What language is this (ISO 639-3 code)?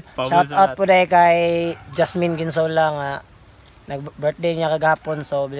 ceb